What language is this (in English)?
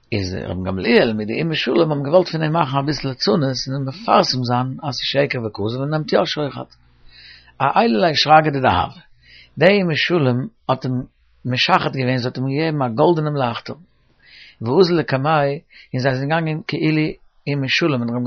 Yiddish